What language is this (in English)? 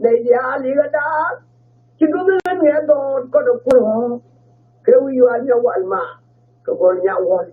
Nuer